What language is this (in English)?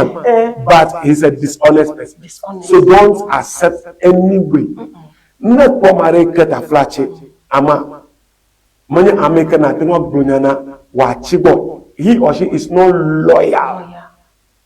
Ewe